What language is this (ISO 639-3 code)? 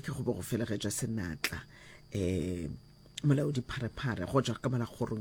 nso